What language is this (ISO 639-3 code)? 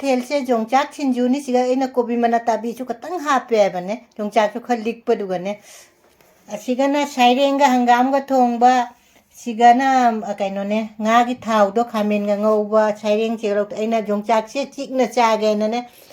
mni